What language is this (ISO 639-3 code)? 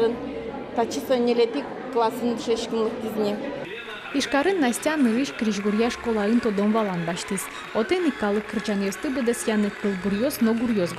udm